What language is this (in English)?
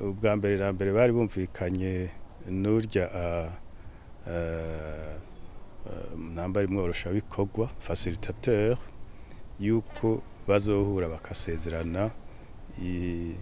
Rundi